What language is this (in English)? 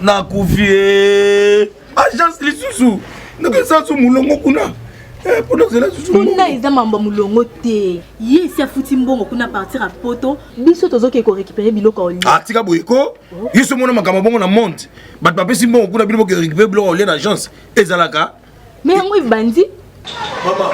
Lingala